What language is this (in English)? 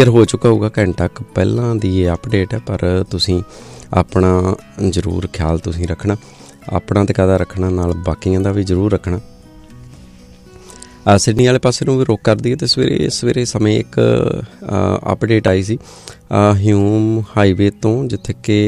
Punjabi